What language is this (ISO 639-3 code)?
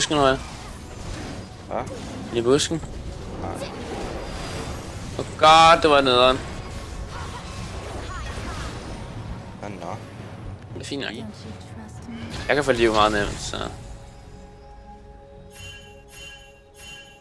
dan